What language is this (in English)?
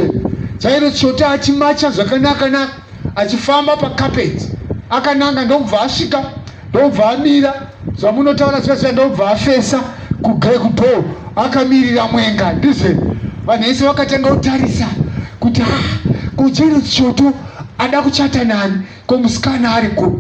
Shona